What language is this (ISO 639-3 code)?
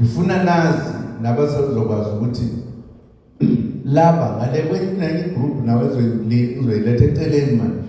zul